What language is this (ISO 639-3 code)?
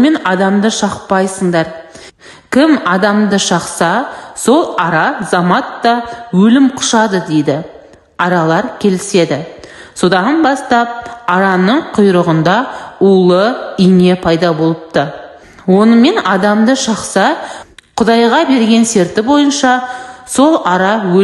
kaz